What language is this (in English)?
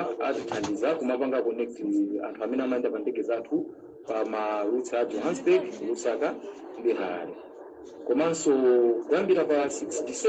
Nyanja